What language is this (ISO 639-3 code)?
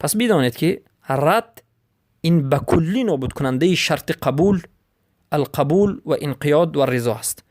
fas